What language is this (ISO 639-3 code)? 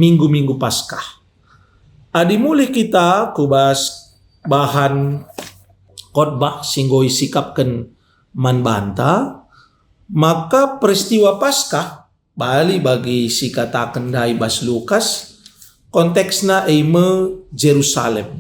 btx